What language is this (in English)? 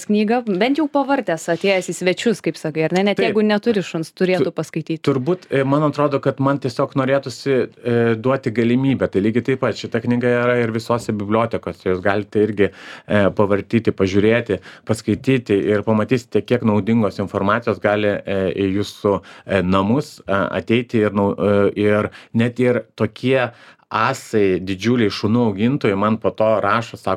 Lithuanian